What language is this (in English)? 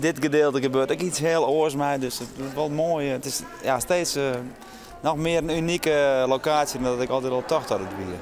Western Frisian